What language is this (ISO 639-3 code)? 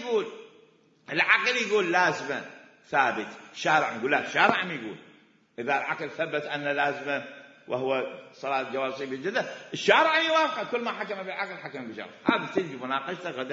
acm